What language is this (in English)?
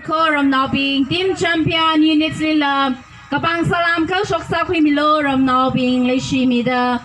Tangkhul Naga (India)